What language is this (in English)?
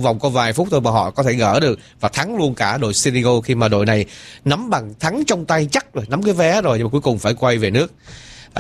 Vietnamese